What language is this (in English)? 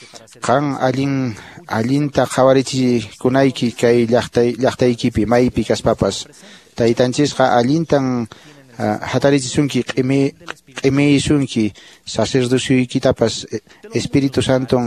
Quechua